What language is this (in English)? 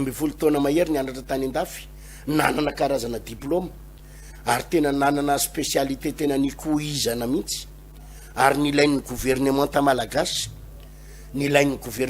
Malagasy